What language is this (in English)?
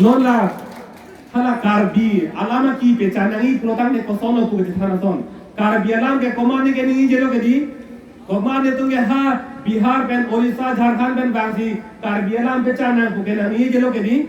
Karbi